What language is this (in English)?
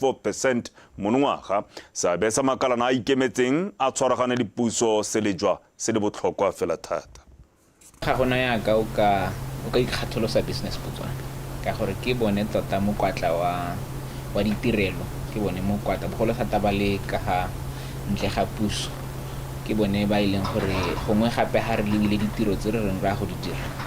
Tswana